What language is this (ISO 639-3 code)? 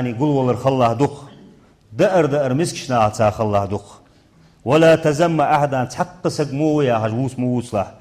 inh